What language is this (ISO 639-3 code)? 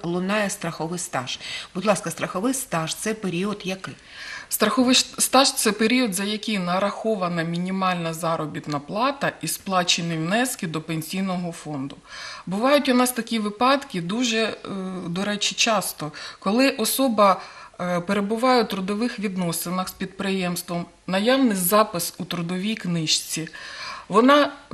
ukr